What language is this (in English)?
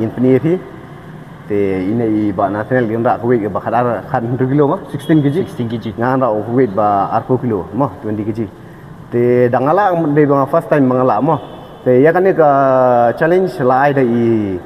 Khasi